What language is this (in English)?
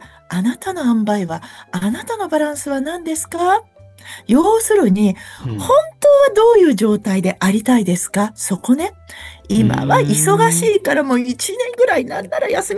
Japanese